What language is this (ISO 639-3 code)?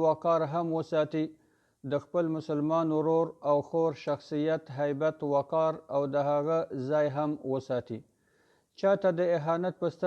pus